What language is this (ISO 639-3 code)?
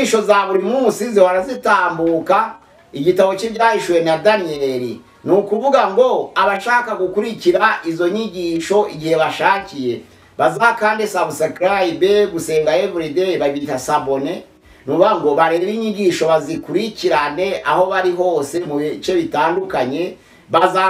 kin